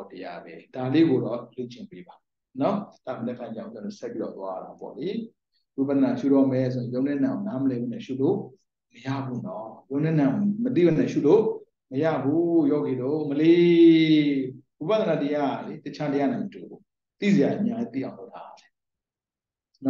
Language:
Burmese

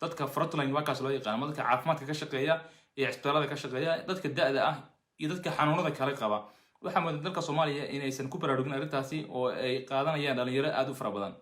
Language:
Somali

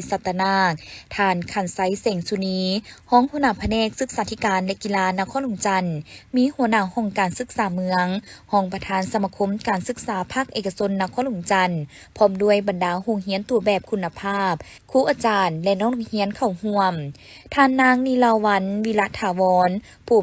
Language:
Lao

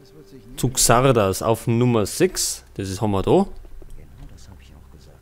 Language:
Bavarian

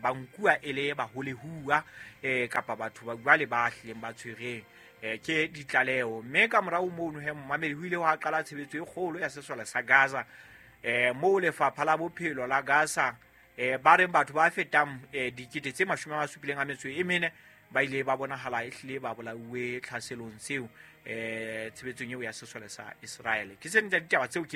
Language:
Southern Sotho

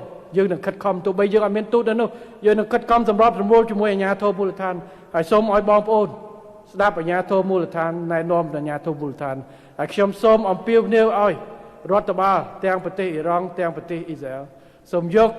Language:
Khmer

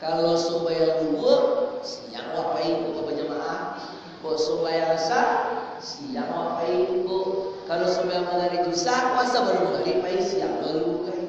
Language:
Minangkabau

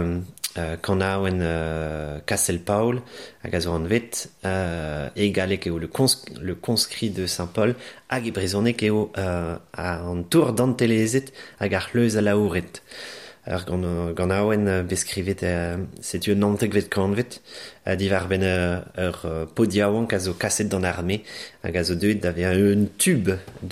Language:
Breton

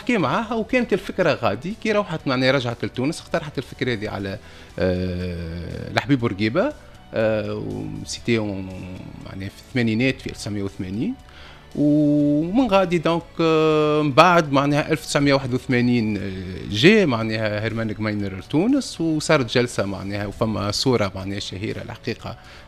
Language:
Tunisian Arabic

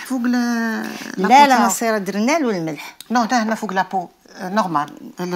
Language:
Algerian Arabic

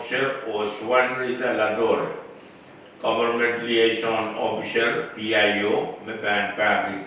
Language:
Pohnpeian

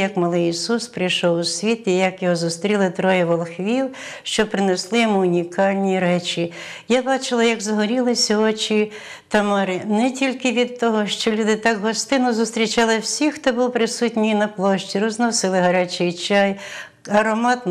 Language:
Ukrainian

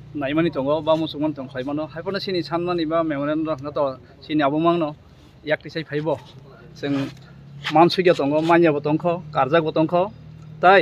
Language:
Kok Borok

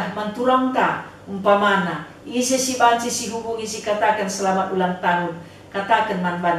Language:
Batak Karo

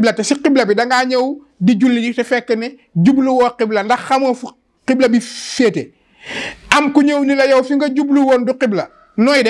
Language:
Wolof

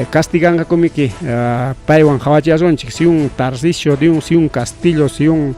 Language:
Ayacucho Quechua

